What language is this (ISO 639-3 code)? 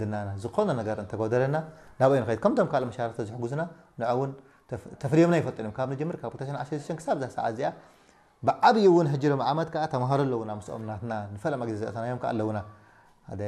tir